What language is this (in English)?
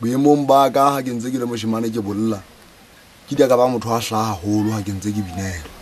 Southern Sotho